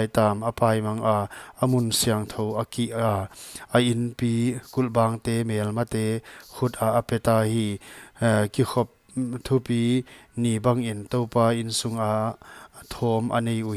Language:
Paite Chin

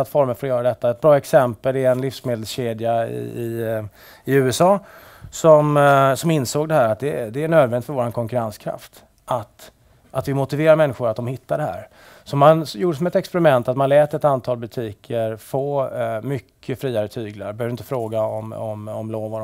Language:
Swedish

